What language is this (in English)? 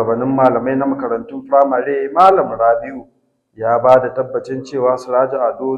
Hausa